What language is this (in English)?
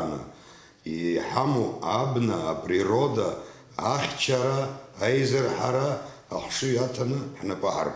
Abkhazian